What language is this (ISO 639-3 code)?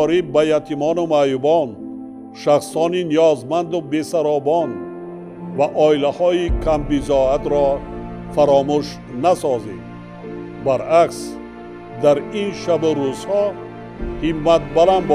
tgk